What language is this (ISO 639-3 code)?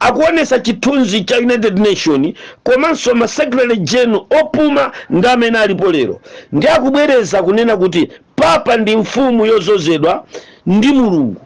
nya